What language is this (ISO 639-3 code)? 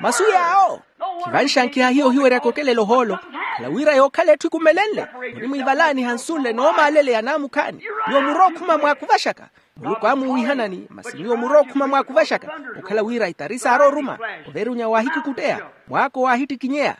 vmw